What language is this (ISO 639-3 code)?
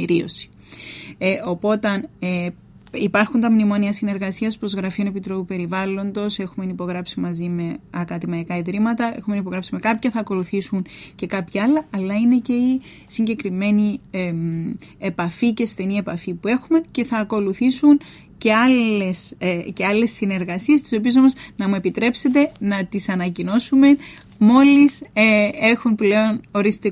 ell